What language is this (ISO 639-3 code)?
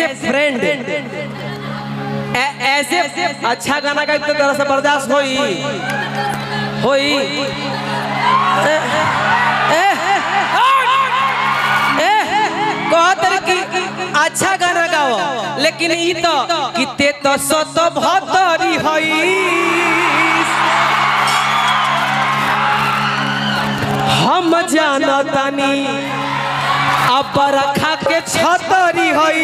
bho